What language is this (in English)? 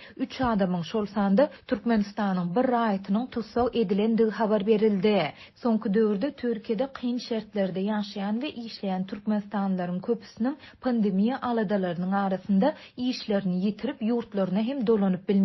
Turkmen